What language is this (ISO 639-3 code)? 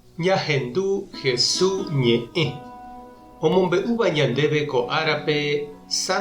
grn